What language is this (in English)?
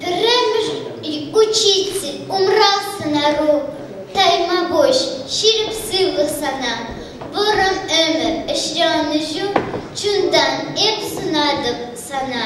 Chuvash